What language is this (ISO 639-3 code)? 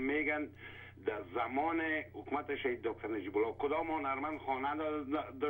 fas